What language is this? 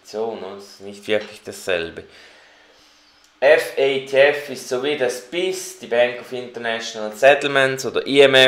German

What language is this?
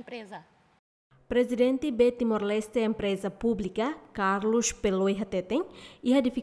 Tetum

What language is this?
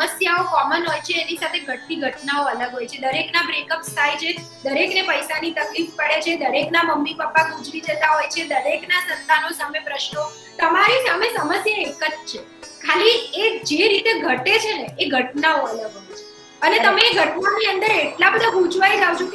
Gujarati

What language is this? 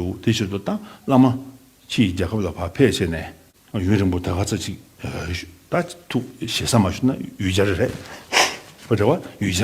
Tibetan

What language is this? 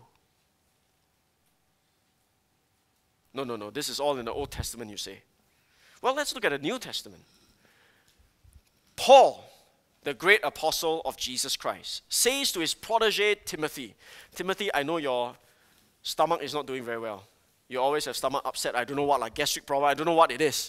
English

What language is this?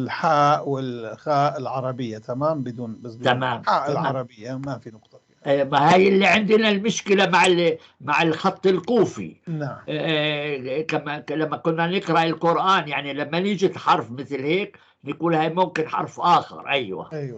North Levantine Arabic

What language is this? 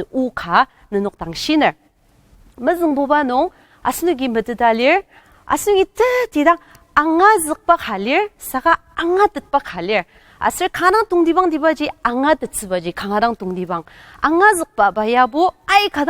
Ao Naga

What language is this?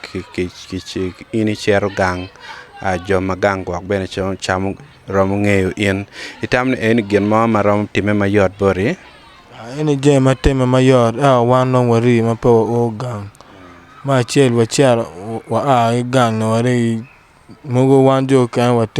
Acoli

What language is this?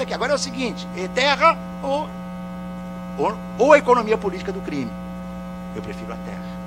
Portuguese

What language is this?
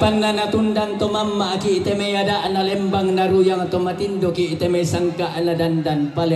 Toraja-Sa'dan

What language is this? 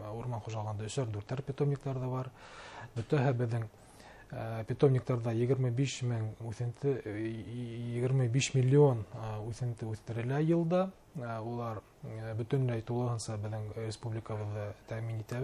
Bashkir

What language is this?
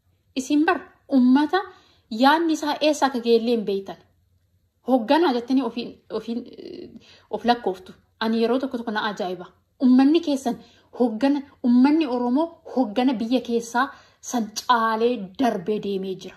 Oromo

